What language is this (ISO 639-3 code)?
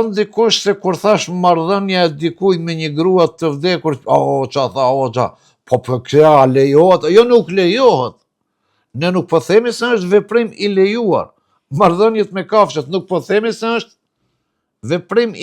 sqi